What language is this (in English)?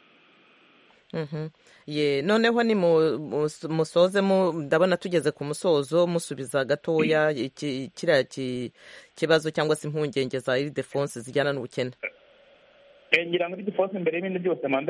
Kinyarwanda